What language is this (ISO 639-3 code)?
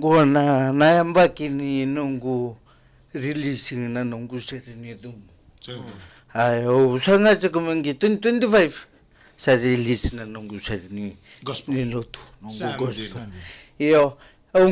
fij